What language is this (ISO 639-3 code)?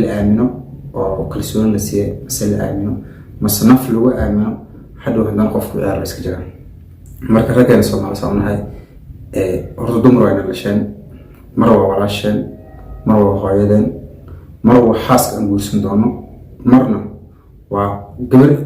som